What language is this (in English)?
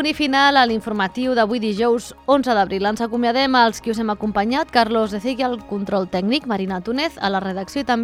Catalan